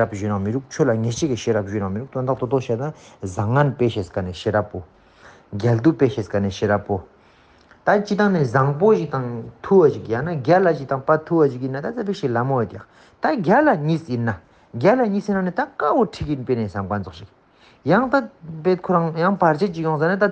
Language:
Ladakhi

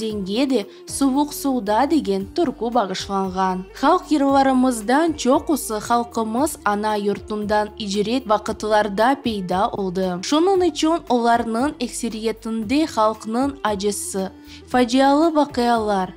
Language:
Crimean Tatar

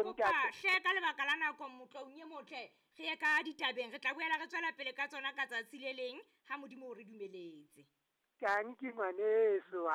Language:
Southern Sotho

